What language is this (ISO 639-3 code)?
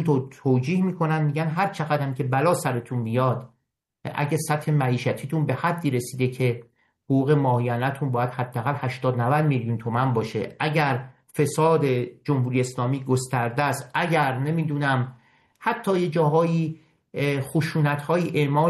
fas